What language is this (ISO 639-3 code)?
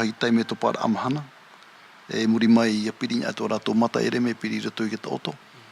tah